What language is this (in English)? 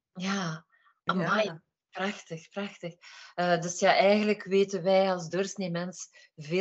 Dutch